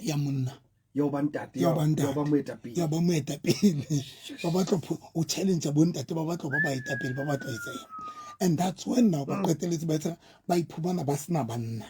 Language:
Southern Sotho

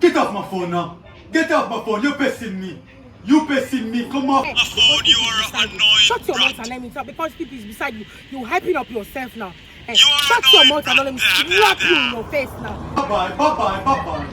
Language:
Jamaican Creole English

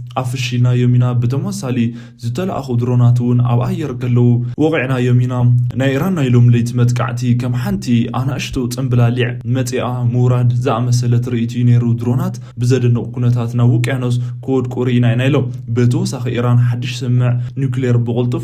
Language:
Tigrinya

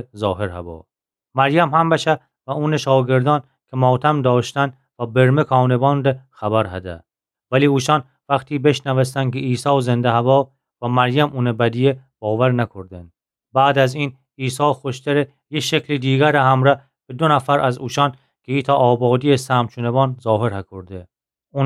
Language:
Gilaki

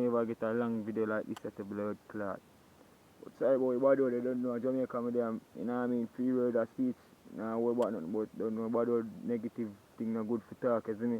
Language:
Jamaican Creole English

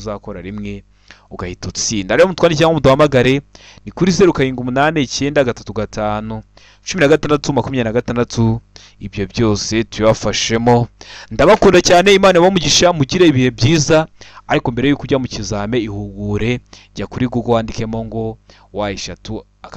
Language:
Kinyarwanda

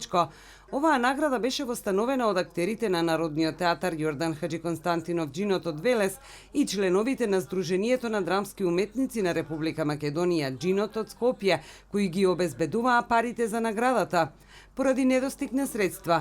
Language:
Macedonian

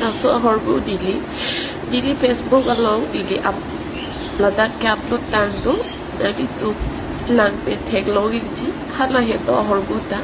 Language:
Karbi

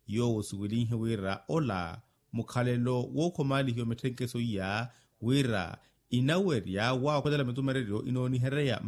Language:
Makhuwa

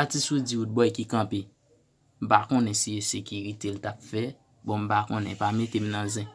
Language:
Haitian Creole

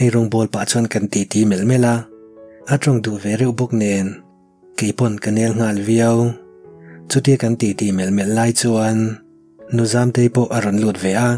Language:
Mizo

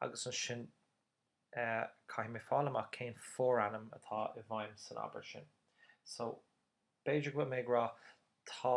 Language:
Irish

